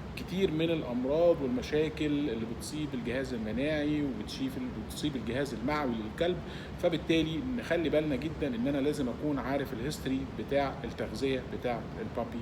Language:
Egyptian Arabic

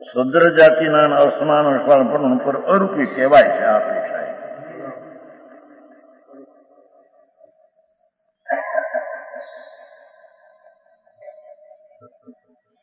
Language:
Gujarati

